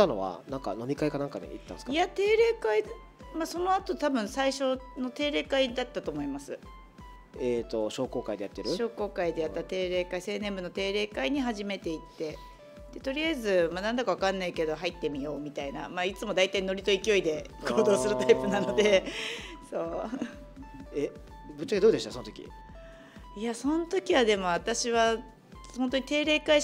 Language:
Japanese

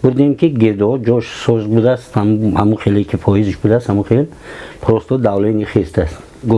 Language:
Tajik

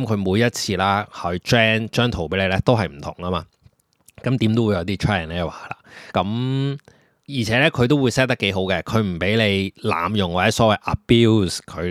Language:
Cantonese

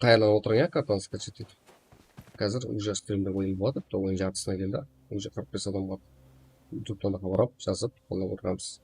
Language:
Kara-Kalpak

